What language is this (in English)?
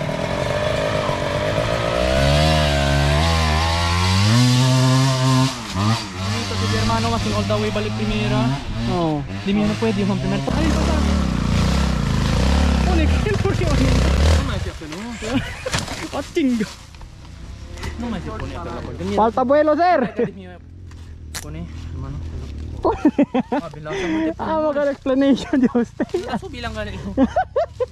Filipino